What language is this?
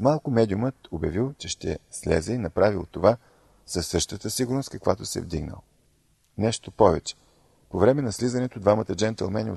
Bulgarian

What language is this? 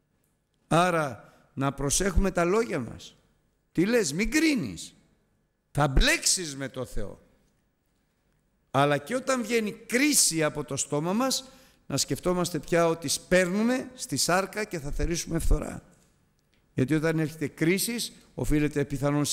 Greek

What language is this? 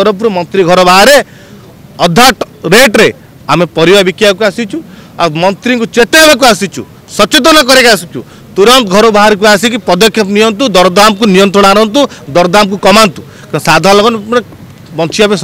Odia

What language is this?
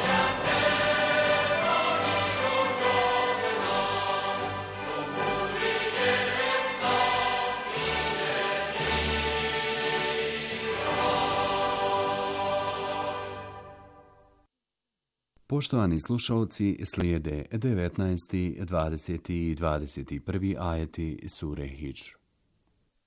Bosnian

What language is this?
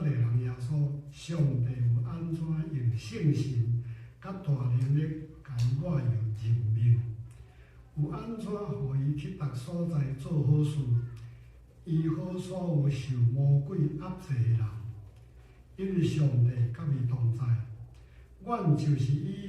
Min Nan Chinese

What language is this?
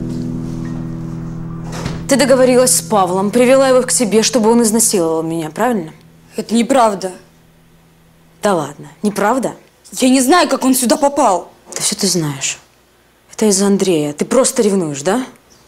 Russian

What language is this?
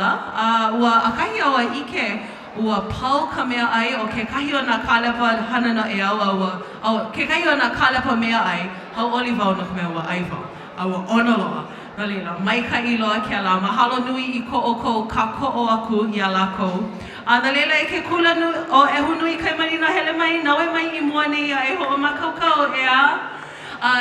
Hawaiian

